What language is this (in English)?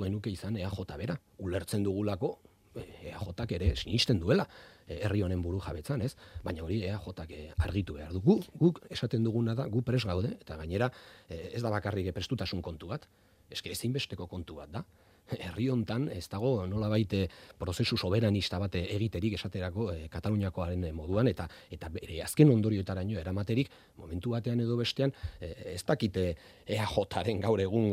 Basque